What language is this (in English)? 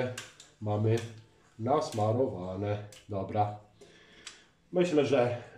Polish